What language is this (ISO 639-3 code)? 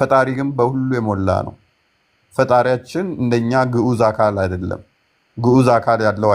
amh